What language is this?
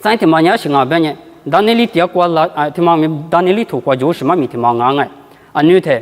Lisu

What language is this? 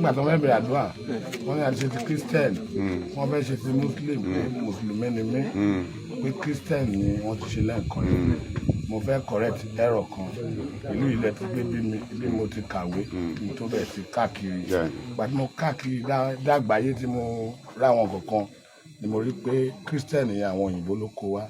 Yoruba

